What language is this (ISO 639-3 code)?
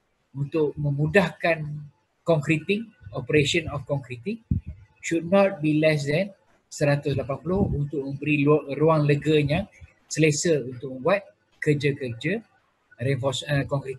msa